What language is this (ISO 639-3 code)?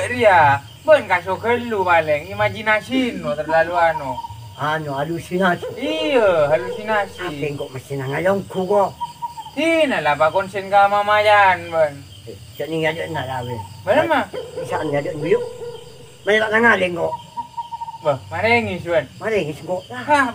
mad